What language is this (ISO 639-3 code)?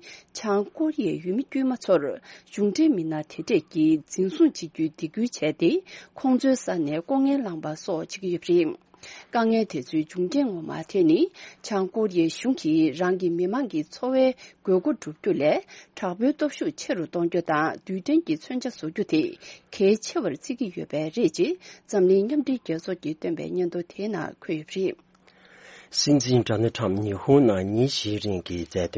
bod